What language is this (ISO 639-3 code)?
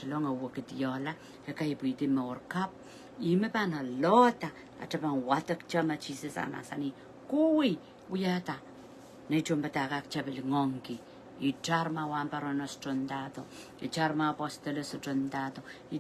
pon